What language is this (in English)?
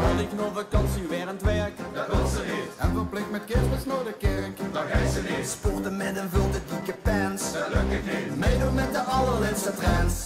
Limburgish